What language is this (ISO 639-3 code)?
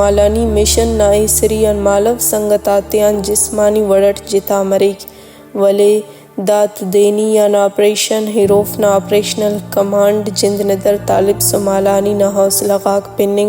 brh